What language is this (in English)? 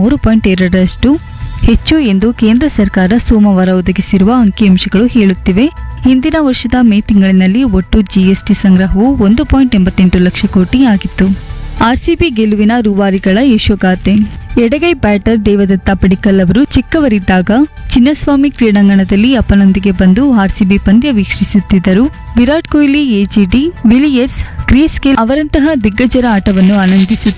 Kannada